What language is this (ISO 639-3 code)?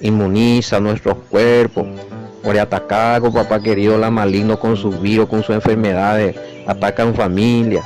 grn